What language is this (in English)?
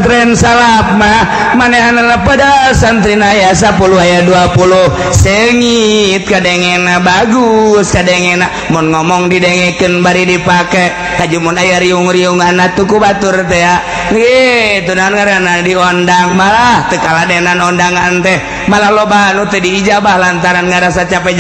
Sundanese